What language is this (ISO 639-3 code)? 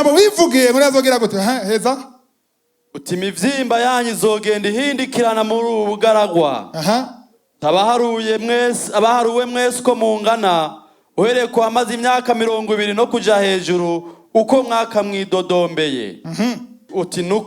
run